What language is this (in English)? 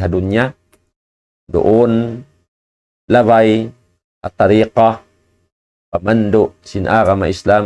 Tausug